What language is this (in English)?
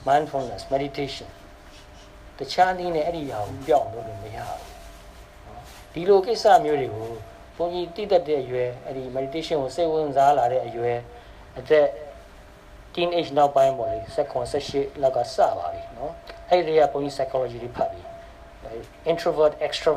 Burmese